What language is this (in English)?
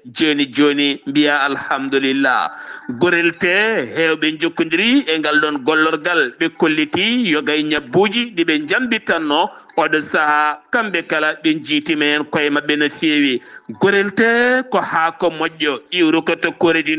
Fula